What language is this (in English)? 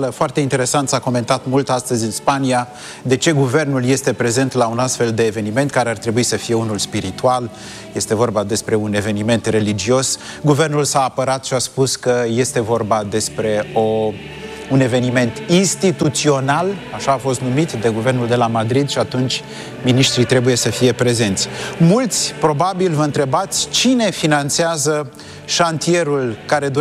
Romanian